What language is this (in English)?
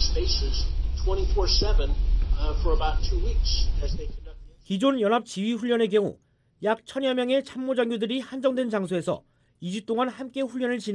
Korean